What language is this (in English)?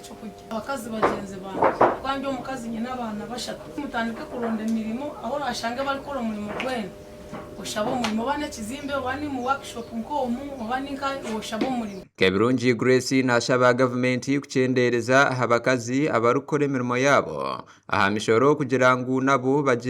Nyankole